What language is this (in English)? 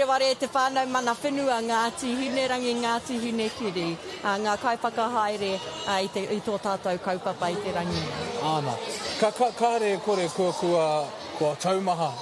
Māori